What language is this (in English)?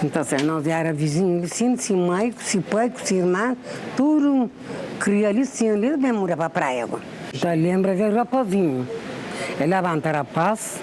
Kabuverdianu